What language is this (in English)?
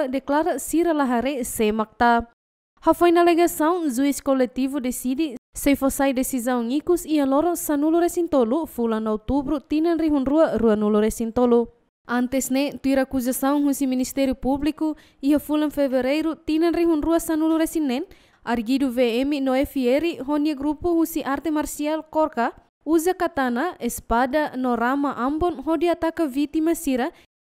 Tetum